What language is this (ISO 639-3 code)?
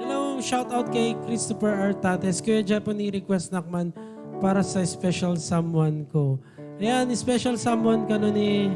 ilo